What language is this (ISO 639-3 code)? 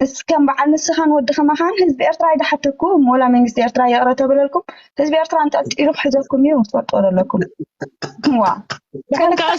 tir